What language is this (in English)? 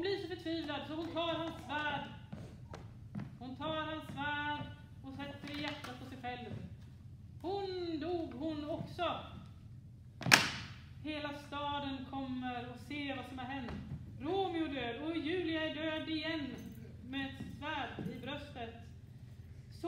Swedish